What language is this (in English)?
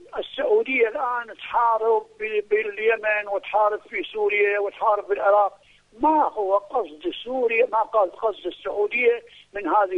Arabic